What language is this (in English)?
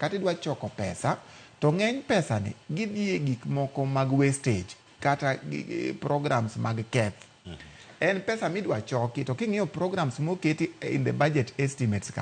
Luo (Kenya and Tanzania)